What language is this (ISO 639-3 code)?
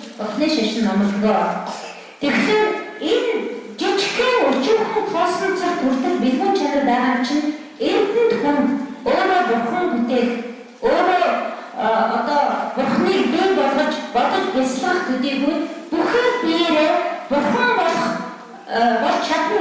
mon